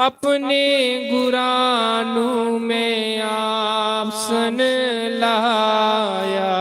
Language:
Dogri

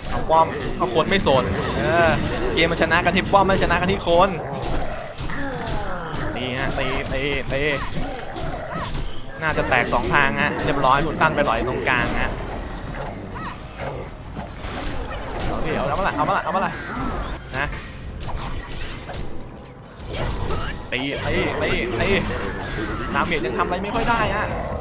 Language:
Thai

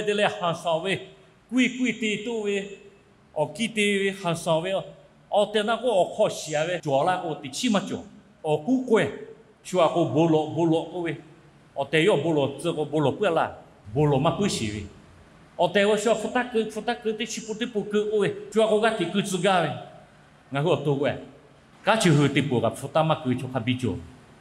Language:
Lahu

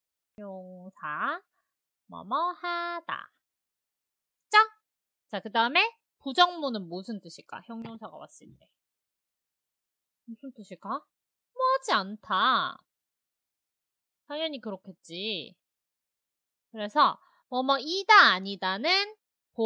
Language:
Korean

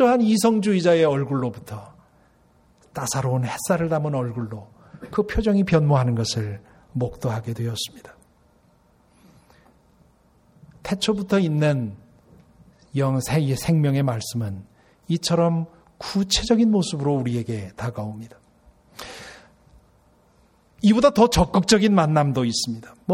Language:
Korean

